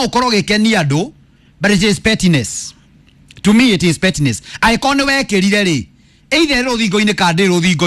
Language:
Kikuyu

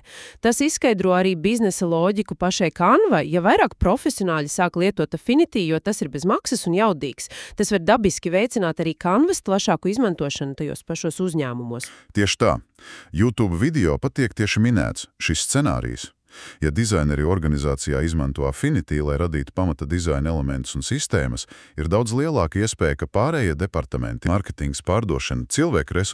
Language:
Latvian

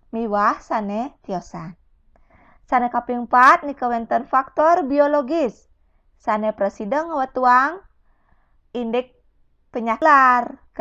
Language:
Balinese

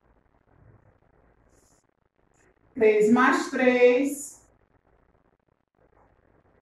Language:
Portuguese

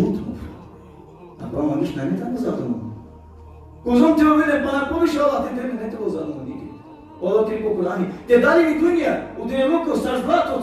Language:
Balkan Romani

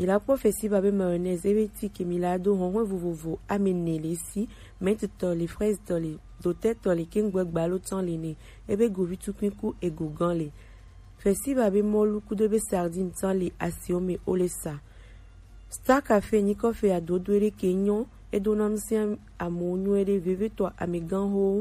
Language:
Gen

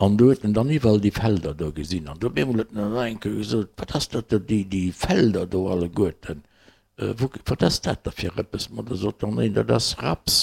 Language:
Luxembourgish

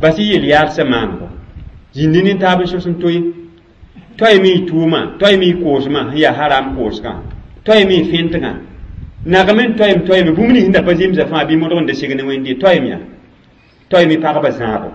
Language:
Mossi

